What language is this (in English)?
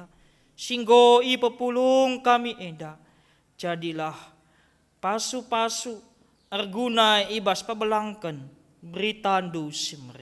Batak Karo